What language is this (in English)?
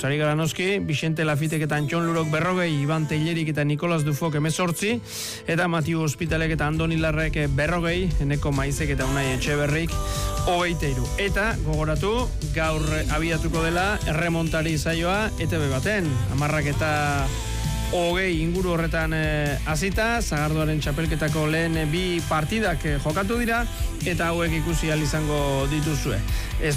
Basque